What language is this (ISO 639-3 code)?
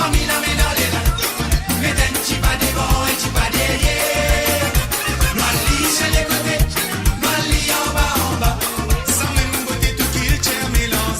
mfe